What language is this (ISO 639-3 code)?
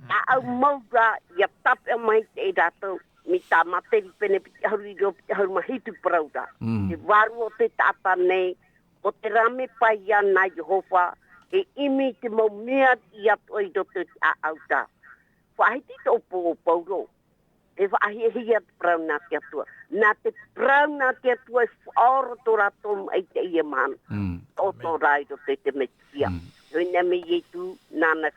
tah